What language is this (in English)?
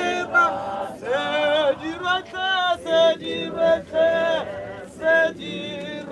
Northern Sotho